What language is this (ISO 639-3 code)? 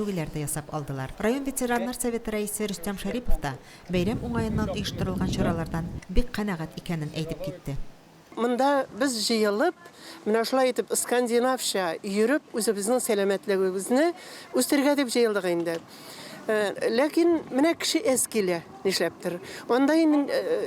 tat